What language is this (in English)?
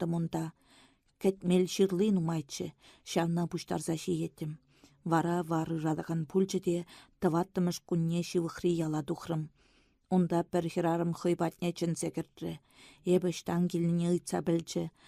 Chuvash